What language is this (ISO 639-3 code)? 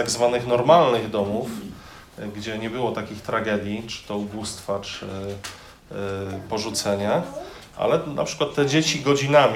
pol